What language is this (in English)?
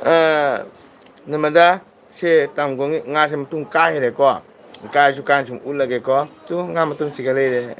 Manipuri